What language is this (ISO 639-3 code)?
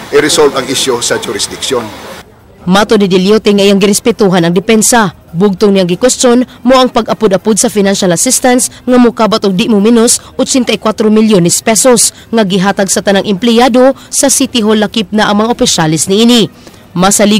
ceb